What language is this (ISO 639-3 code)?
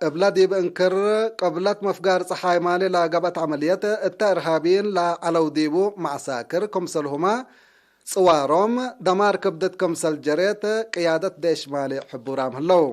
tig